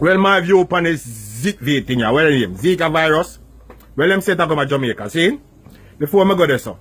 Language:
Jamaican Creole English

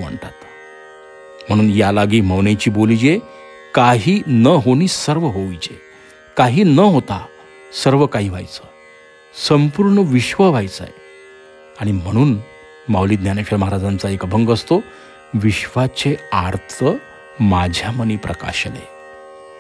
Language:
Marathi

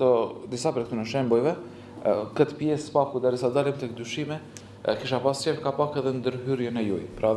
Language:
Albanian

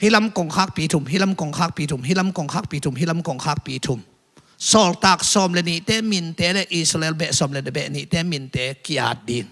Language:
Tedim Chin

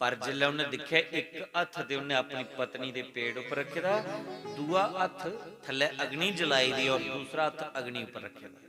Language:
Dogri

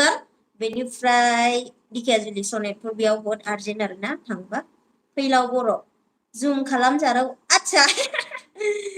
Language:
Bodo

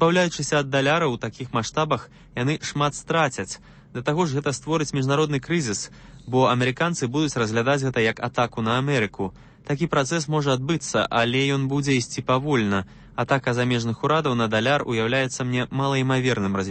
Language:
Belarusian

